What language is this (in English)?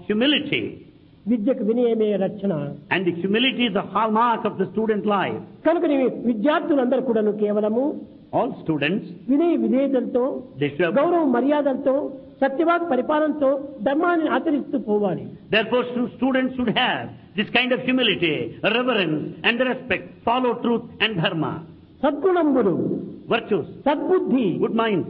Telugu